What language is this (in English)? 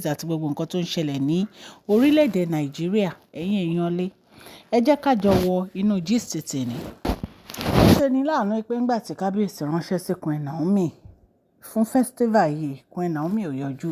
Yoruba